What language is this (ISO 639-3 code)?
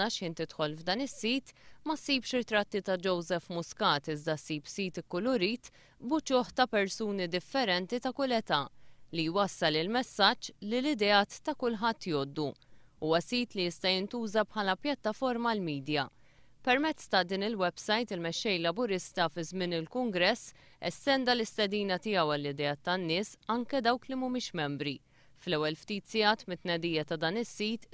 mlt